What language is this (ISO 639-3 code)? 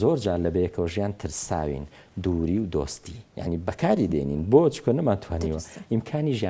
ckb